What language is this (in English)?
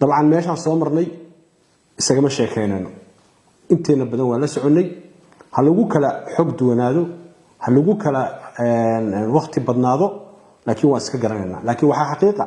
Somali